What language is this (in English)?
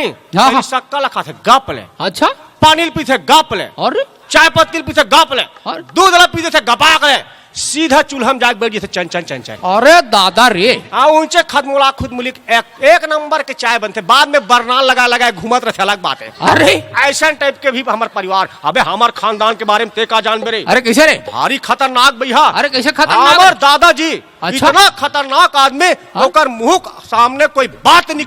Chhattisgarhi